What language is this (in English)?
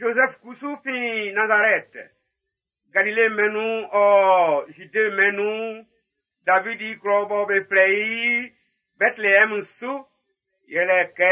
Baoulé